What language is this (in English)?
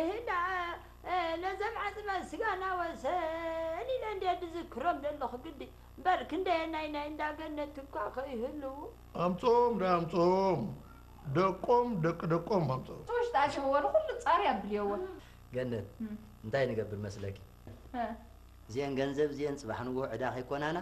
Tigrinya